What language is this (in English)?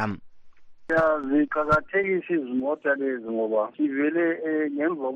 North Ndebele